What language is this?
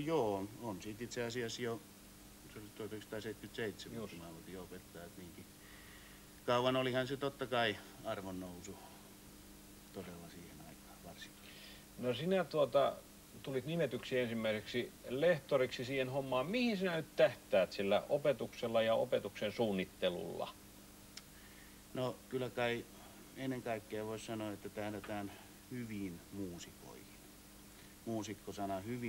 Finnish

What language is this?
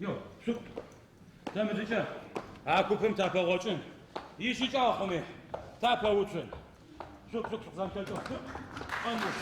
Adyghe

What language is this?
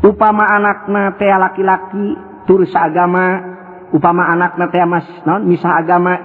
Sundanese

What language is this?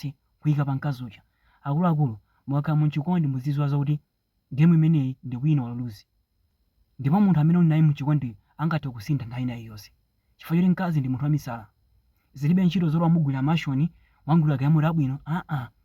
Nyanja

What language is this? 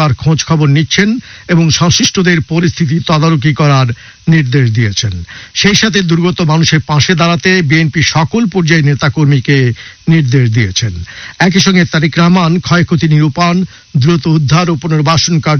Bangla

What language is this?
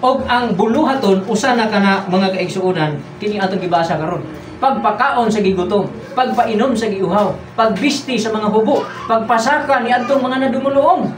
Cebuano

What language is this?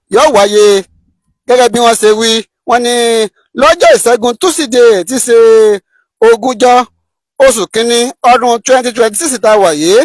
Yoruba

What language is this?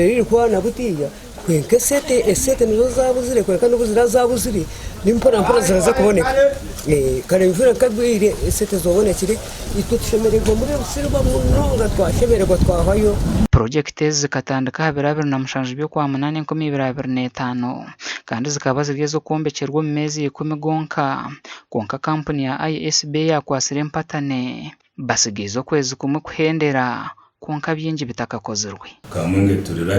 Nyankole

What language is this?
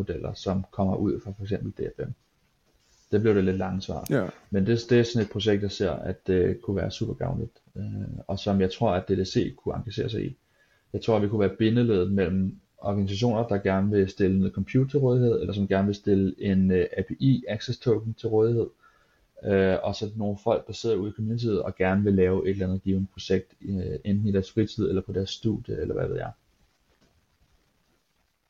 Danish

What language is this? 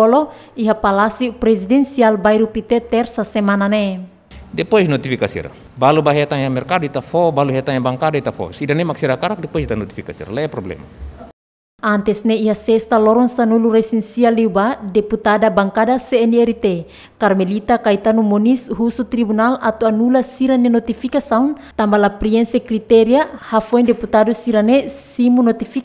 Tetum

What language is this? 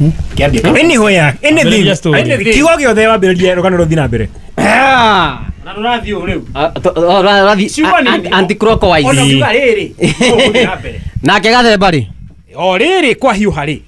Kikuyu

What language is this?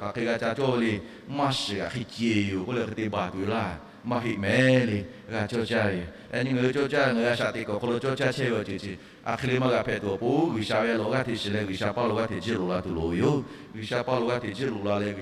Lahu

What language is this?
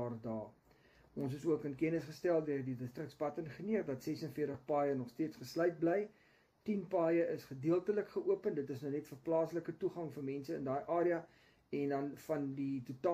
Afrikaans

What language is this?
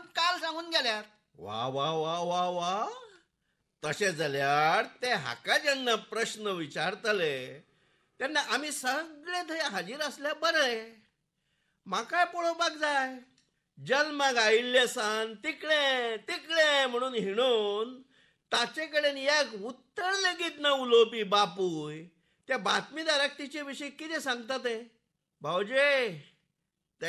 Konkani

